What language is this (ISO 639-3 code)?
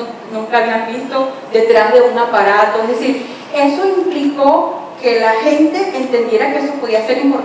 spa